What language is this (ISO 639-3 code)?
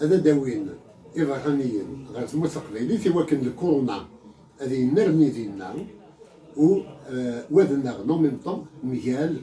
kab